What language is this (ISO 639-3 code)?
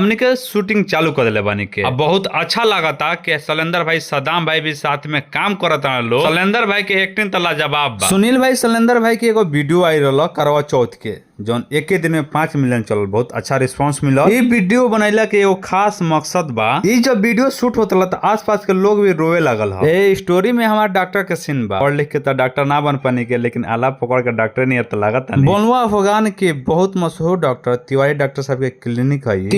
bho